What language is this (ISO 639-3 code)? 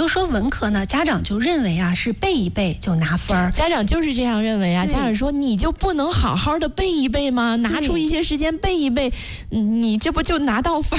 zho